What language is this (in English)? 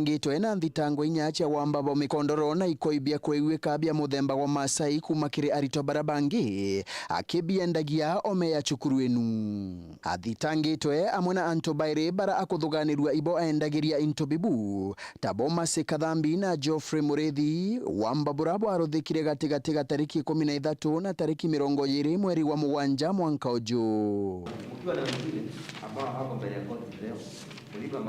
Meru